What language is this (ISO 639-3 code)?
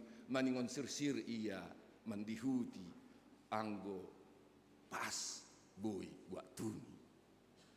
bts